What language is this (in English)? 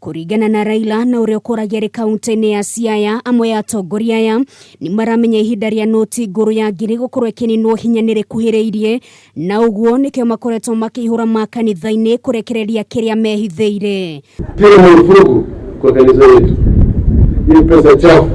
Kikuyu